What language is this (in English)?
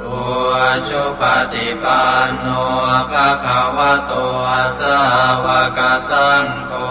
Pali